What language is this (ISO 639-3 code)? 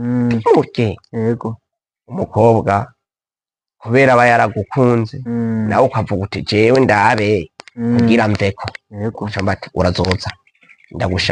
run